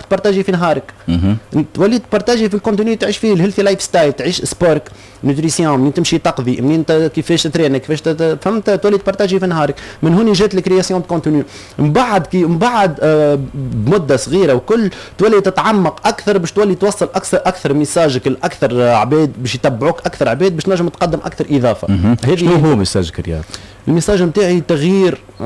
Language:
Tunisian Arabic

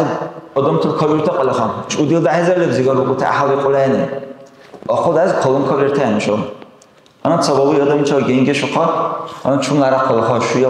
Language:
Dargwa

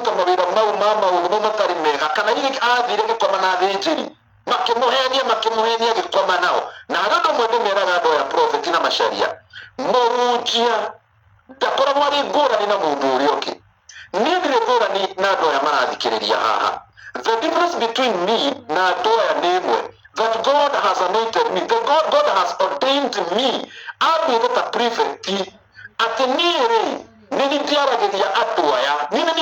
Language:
Kikuyu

